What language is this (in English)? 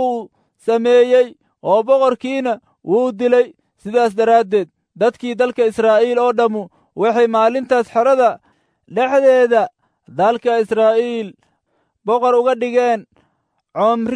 Somali